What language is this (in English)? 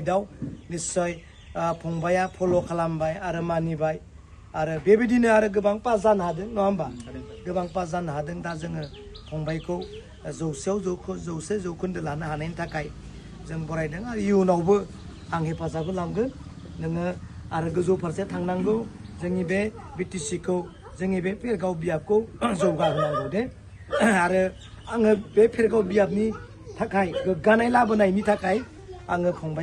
Bodo